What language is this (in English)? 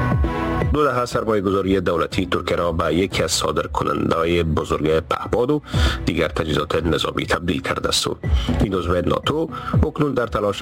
Persian